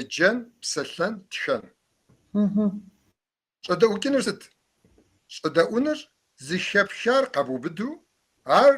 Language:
Kabardian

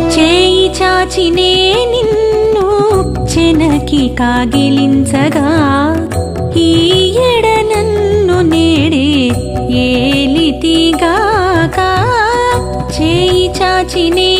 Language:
Telugu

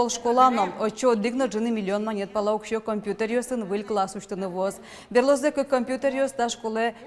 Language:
Udmurt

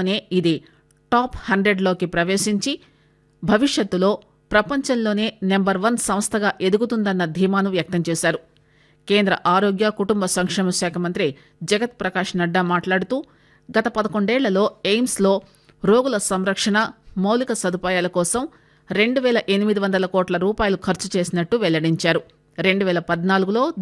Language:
Telugu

